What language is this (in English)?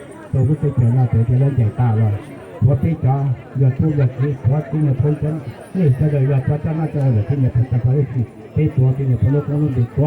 Hmong